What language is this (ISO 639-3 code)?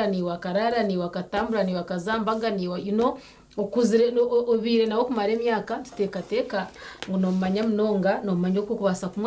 nyn